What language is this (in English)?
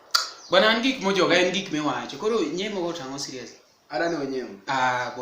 Luo (Kenya and Tanzania)